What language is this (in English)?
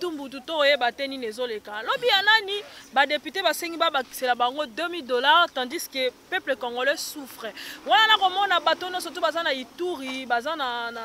Lingala